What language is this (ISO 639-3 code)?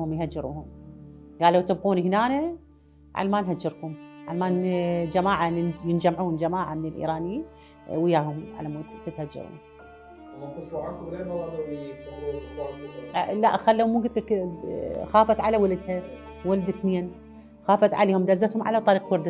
acm